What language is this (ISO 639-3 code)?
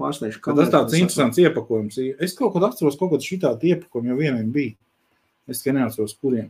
lav